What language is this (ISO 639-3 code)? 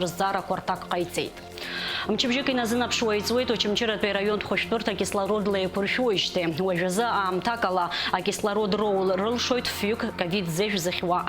abk